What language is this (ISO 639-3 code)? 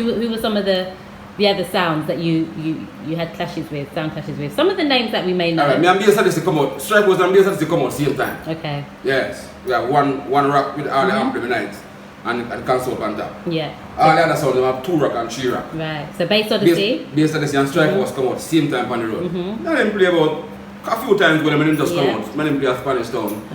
jam